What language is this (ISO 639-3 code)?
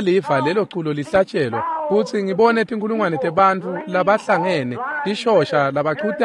ssw